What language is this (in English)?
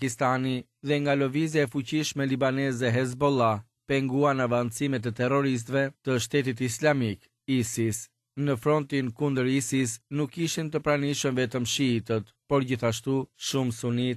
Albanian